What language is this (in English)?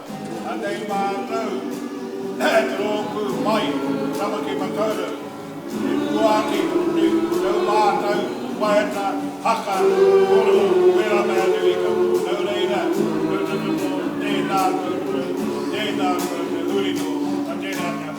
Māori